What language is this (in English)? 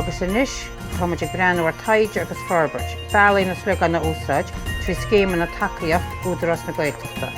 Irish